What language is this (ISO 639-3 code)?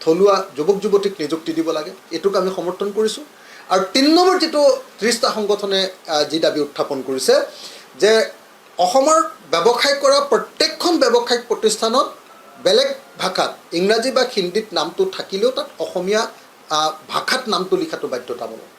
asm